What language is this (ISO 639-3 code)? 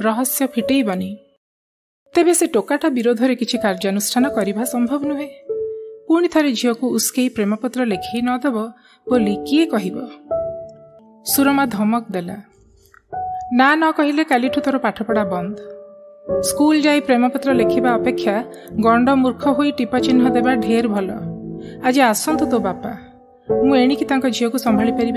ori